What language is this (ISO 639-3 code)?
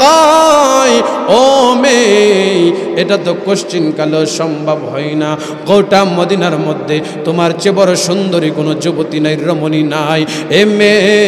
ben